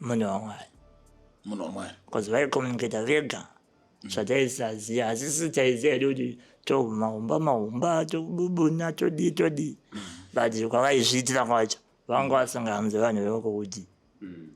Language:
Shona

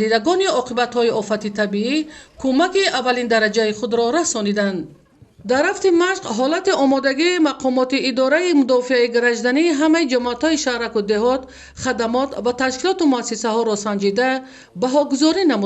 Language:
Tajik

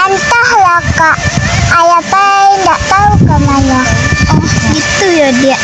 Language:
Minangkabau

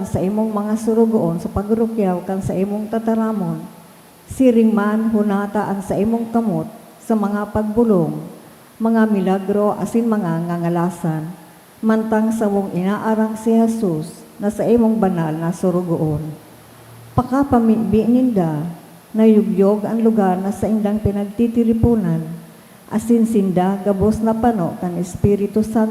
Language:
Bikol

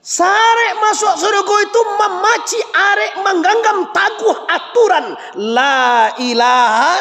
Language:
Minangkabau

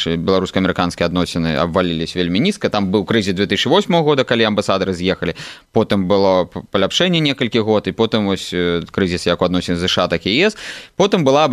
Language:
Belarusian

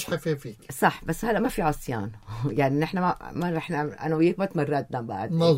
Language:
North Levantine Arabic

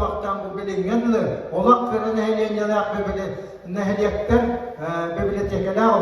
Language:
Yakut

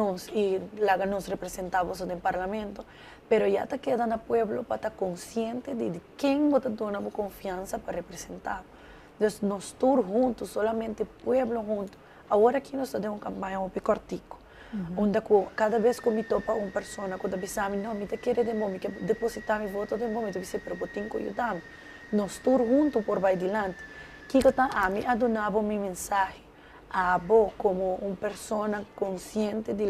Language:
Papiamento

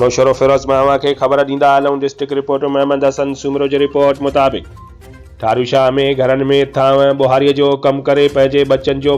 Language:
Sindhi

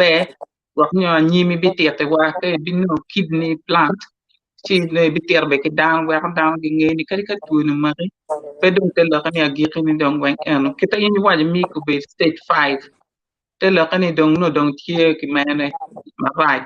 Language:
Acoli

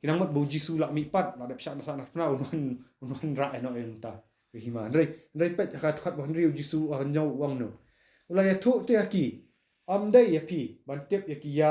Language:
Khasi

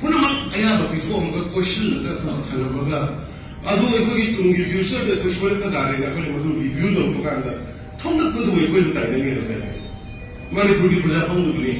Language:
Manipuri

